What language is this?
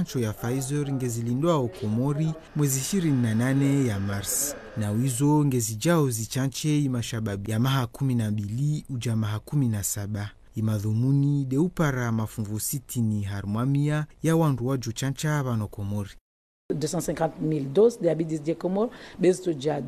Ngazidja Comorian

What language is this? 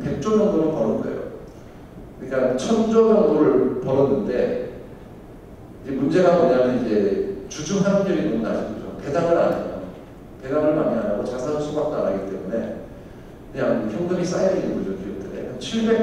Korean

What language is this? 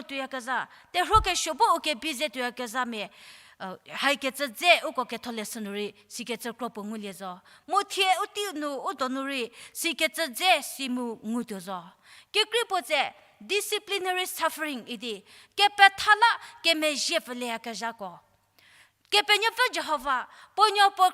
Angami Naga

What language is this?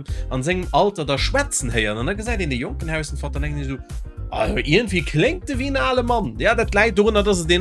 Luxembourgish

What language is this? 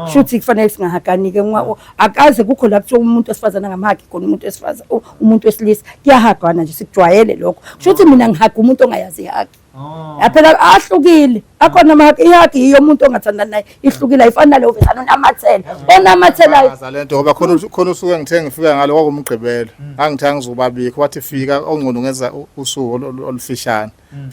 Zulu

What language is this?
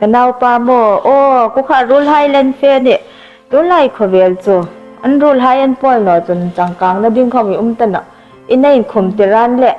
Hmar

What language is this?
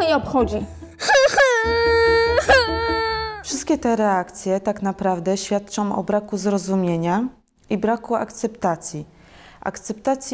Polish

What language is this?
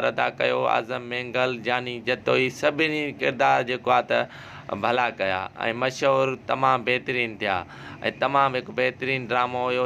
Sindhi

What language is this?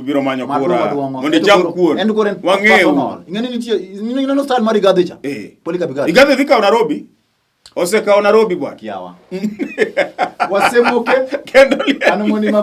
Luo (Kenya and Tanzania)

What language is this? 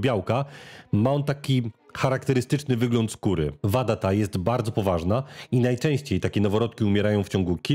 Polish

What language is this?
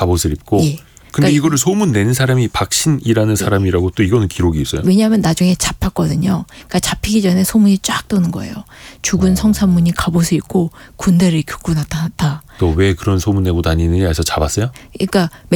Korean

